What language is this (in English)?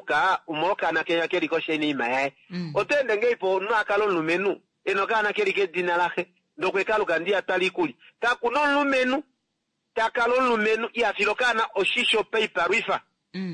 Kuanyama